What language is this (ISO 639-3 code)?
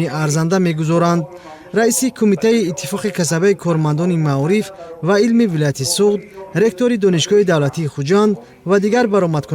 tgk